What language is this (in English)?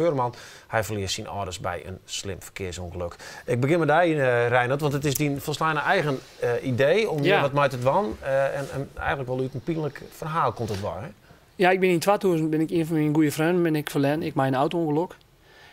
Western Frisian